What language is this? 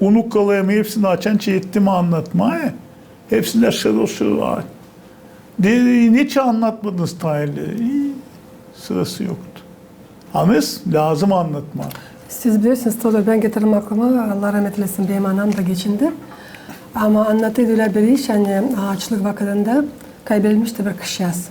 Gagauz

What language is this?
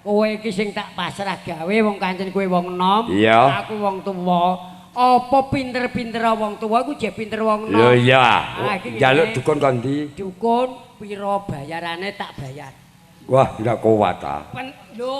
Javanese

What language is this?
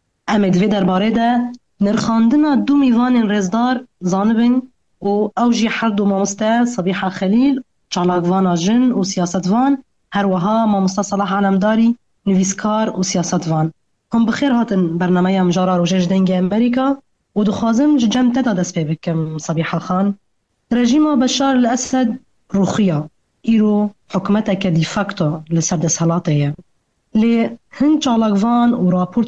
Kurdish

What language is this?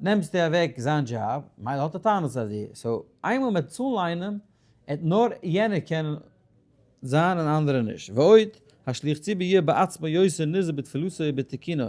Yiddish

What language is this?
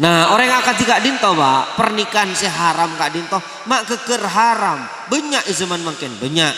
Madurese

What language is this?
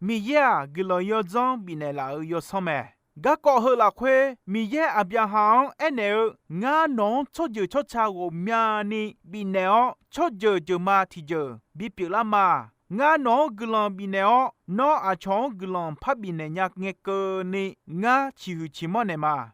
Akha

